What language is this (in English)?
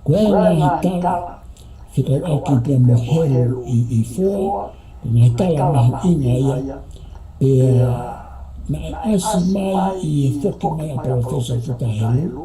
Tongan